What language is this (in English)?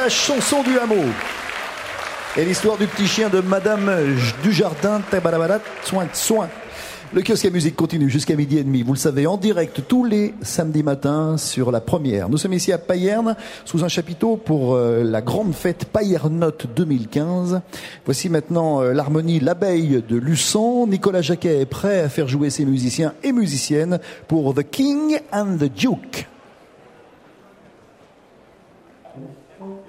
French